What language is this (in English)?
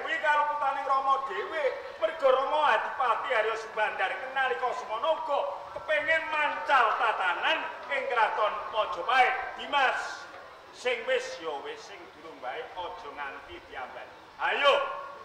Javanese